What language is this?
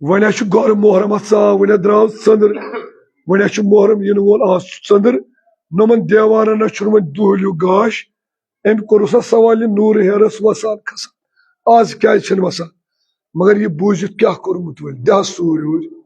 Kashmiri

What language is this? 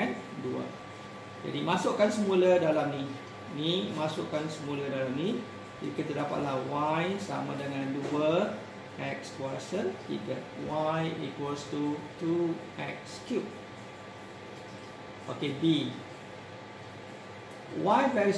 Malay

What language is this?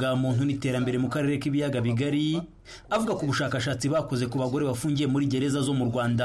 Kinyarwanda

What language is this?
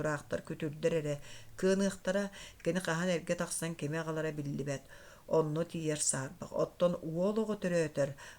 Yakut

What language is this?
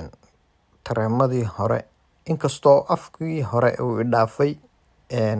Somali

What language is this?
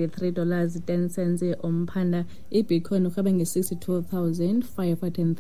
Xhosa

